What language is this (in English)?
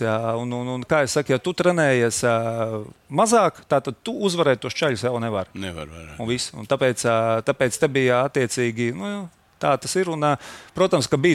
Latvian